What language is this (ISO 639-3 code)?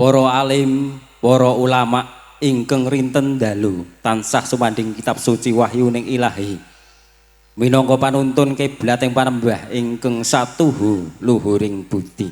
jav